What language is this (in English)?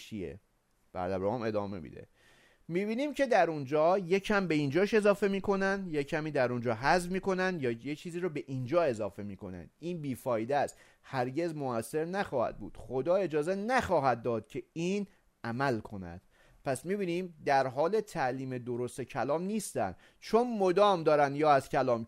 Persian